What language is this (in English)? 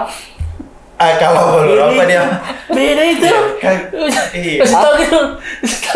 Makassar Malay